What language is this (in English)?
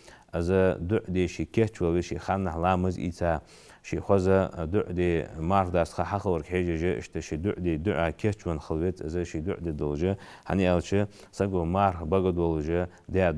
Ingush